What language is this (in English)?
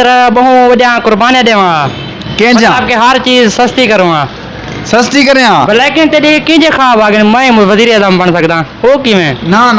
Saraiki